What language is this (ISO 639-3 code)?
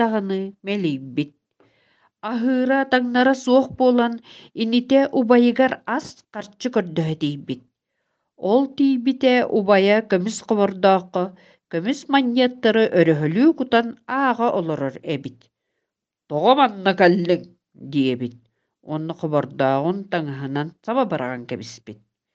sah